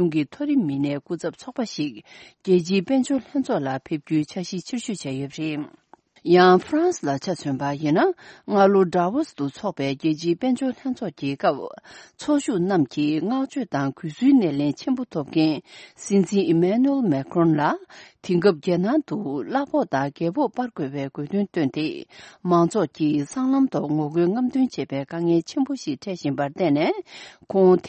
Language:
Tibetan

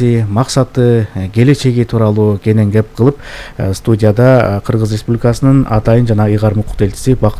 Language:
Kyrgyz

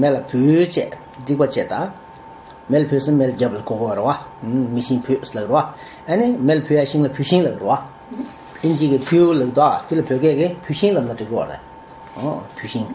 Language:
Tibetan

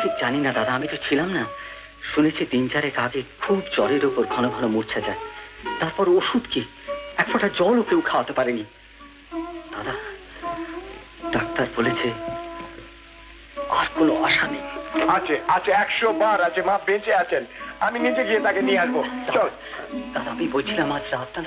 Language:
Bangla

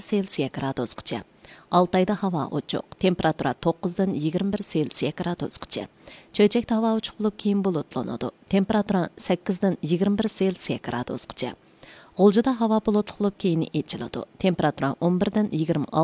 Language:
Uyghur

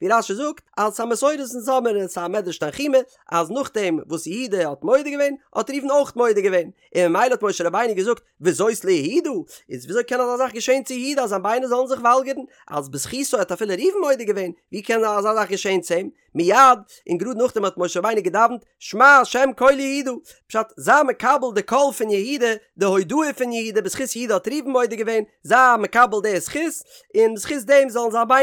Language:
Yiddish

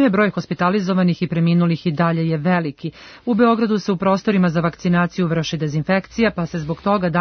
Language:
Serbian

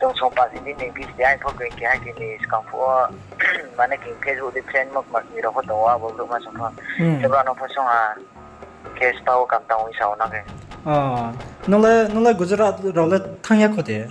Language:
Riang (India)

